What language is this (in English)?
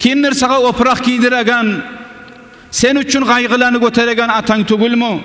Kumyk